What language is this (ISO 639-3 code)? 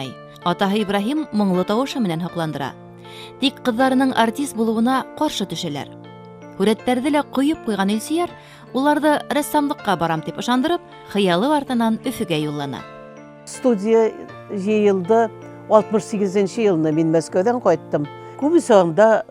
bak